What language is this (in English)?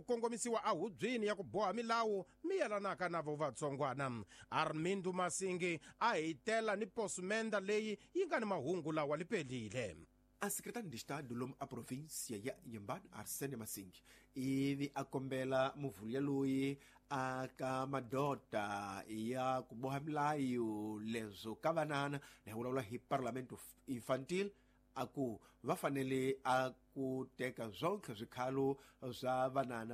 Tsonga